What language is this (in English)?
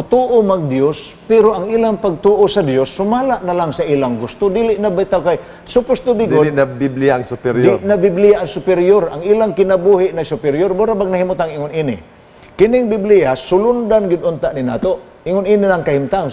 Cebuano